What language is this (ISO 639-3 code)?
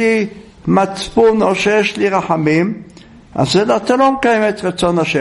heb